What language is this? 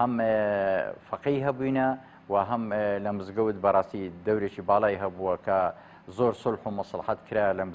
Central Kurdish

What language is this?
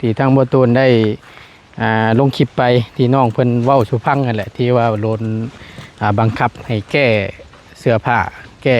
Lao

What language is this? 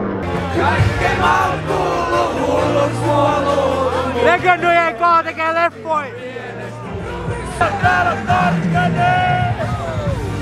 Finnish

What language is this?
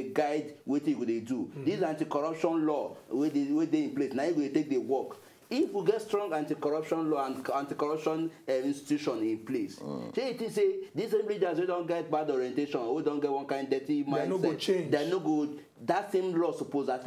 Nigerian Pidgin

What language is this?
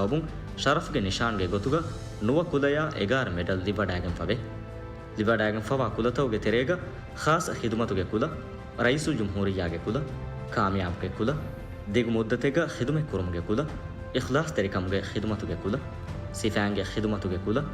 Divehi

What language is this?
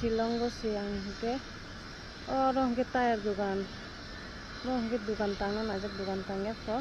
Kok Borok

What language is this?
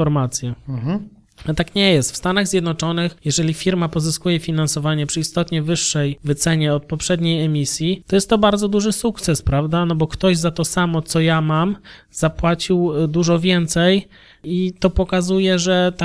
Polish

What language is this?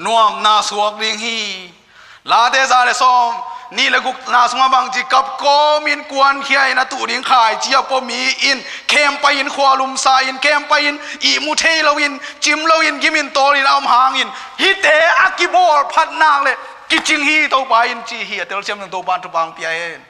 Tedim Chin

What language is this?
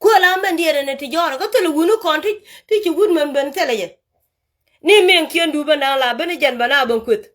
Nuer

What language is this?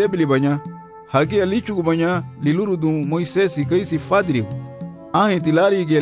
Garifuna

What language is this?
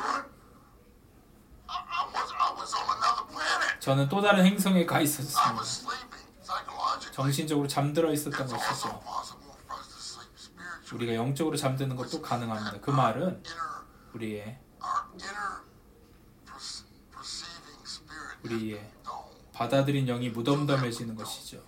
Korean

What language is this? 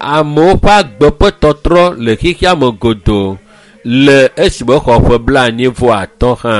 Ewe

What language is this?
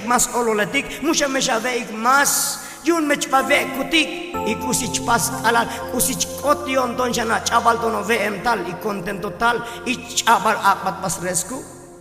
Tzotzil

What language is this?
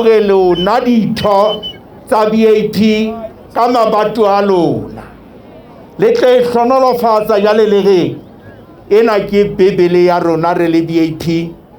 Southern Sotho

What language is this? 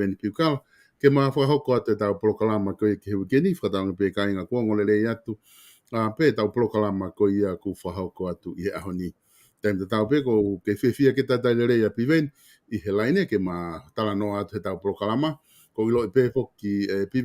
Tongan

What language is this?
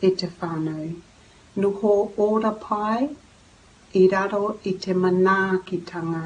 Māori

